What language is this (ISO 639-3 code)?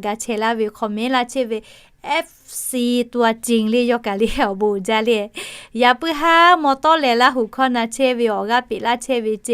lhu